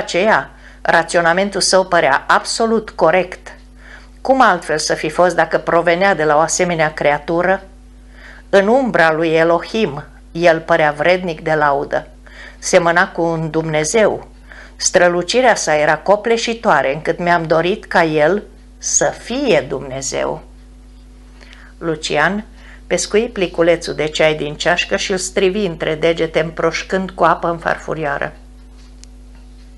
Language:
Romanian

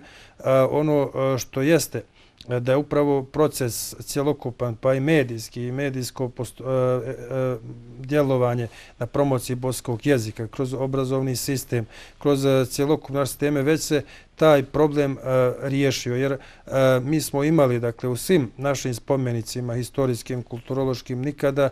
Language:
Bosnian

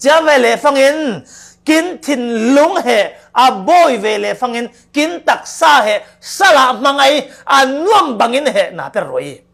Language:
Falam Chin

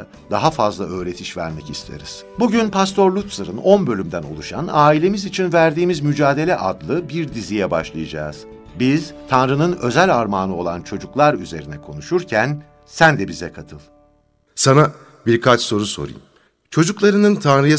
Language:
Turkish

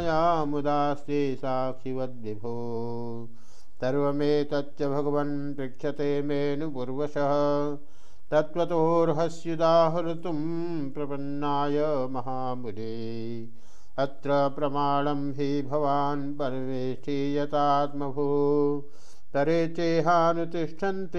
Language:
Sanskrit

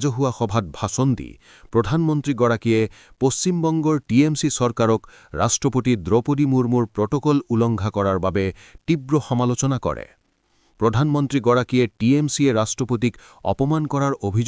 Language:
Assamese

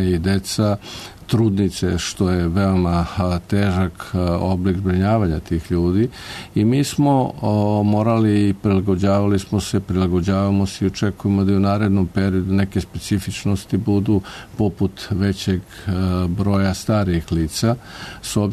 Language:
Serbian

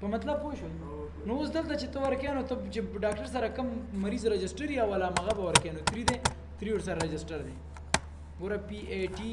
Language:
Pashto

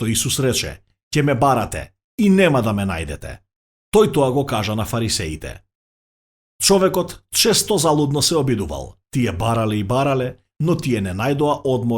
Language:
Macedonian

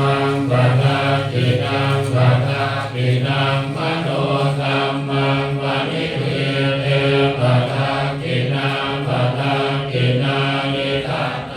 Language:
Pali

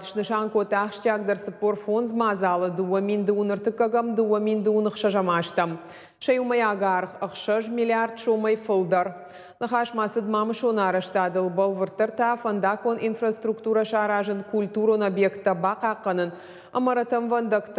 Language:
Ossetic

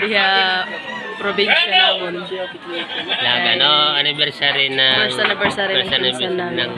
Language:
Waray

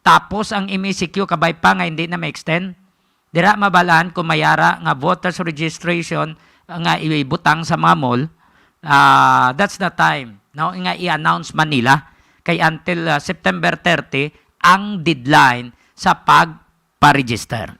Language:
Hiligaynon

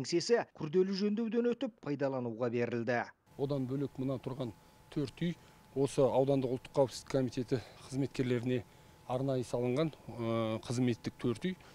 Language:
Kazakh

